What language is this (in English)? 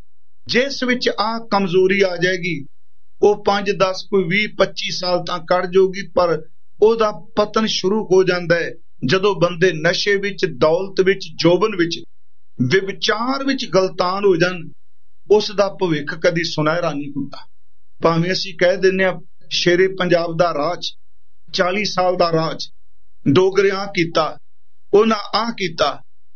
Punjabi